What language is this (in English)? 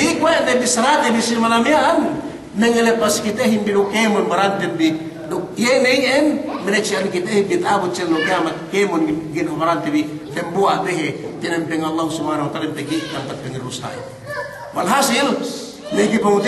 Yakan